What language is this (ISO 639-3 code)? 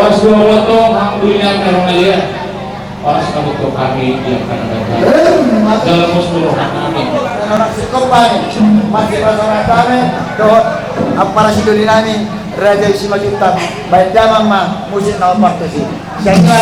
bbc